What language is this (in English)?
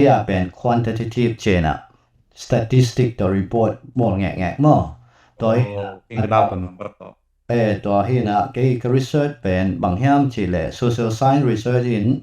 Tedim Chin